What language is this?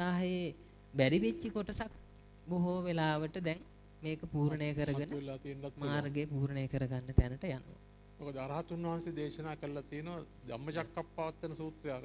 Sinhala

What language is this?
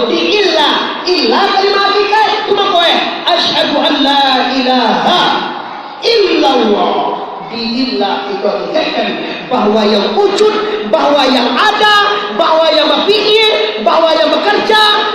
Minangkabau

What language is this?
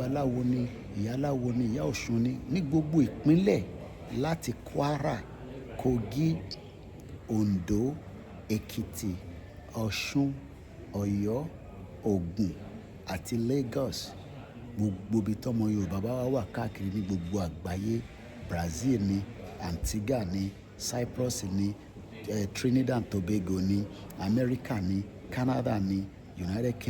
Yoruba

